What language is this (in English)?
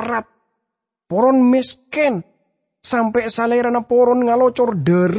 Madurese